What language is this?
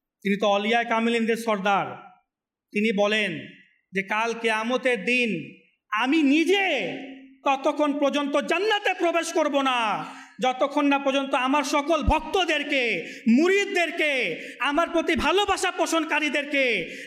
Bangla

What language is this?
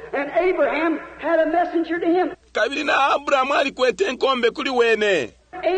Bemba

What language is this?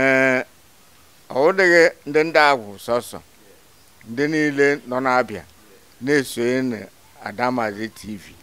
Igbo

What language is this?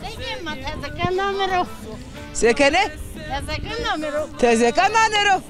Zaza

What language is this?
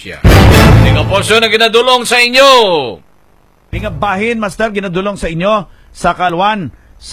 Hiligaynon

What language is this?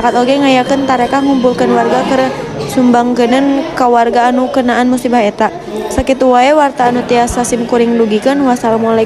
Sundanese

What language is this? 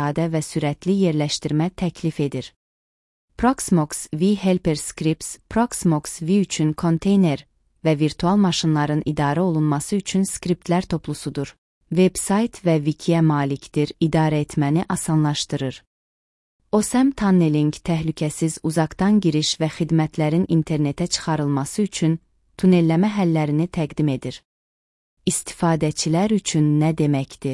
Azerbaijani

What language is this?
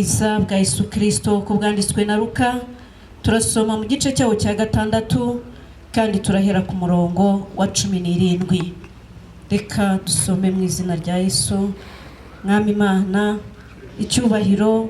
Kinyarwanda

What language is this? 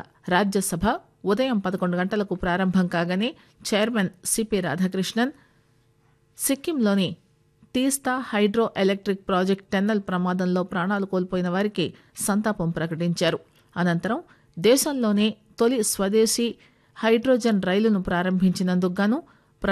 Telugu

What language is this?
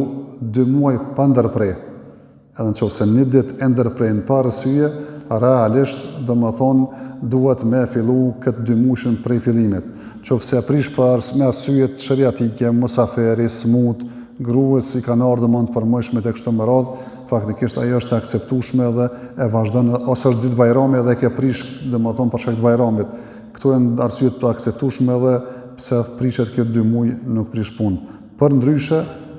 Albanian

